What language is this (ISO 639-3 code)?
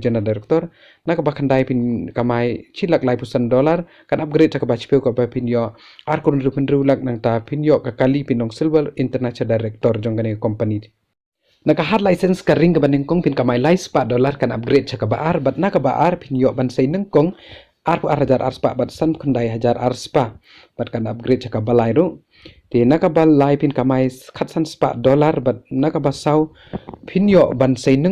kha